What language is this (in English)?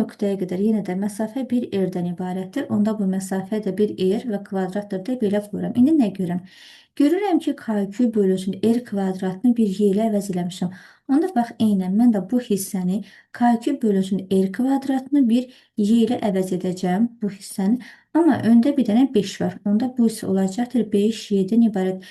Azerbaijani